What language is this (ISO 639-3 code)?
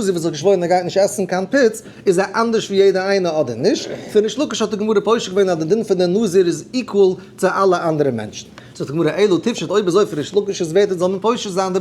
yid